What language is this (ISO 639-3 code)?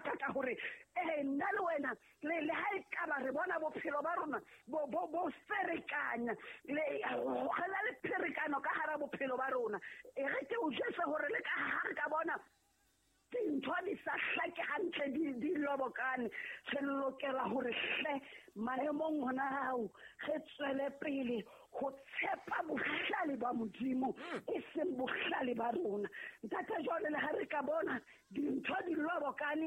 sot